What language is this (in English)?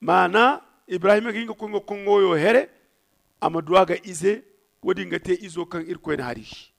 Zarma